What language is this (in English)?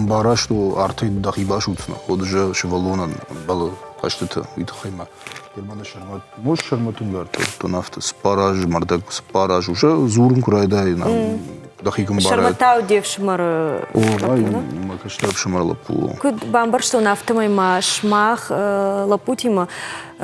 Ossetic